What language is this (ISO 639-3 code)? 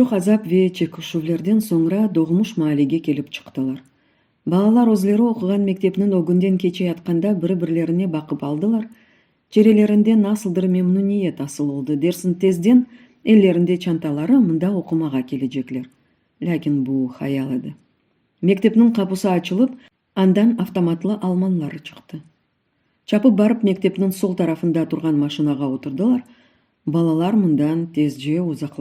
crh